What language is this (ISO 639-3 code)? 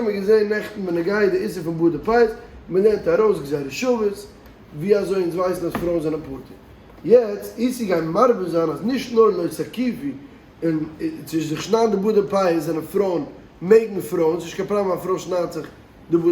yid